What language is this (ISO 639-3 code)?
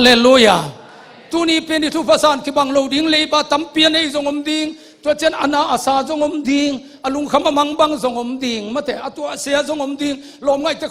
ctd